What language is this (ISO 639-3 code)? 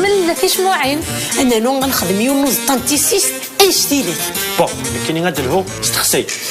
kab